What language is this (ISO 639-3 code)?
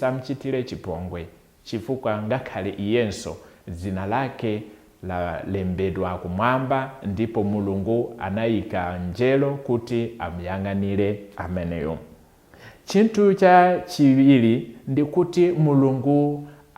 nya